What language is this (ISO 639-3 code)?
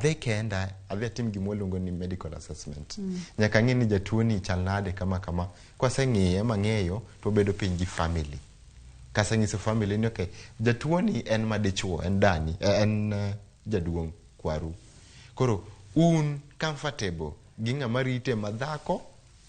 luo